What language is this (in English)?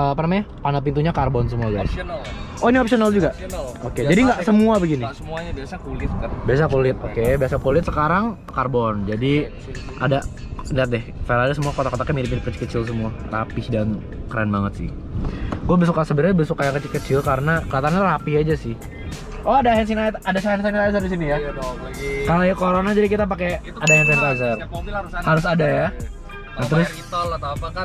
Indonesian